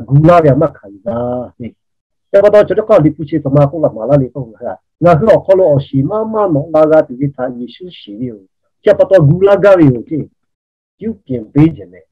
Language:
Lahu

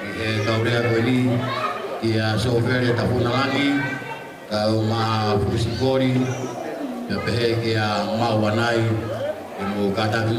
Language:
Tongan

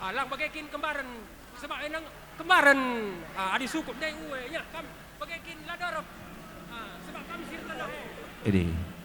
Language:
Batak Karo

